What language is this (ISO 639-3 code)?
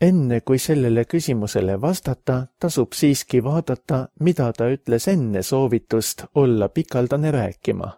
est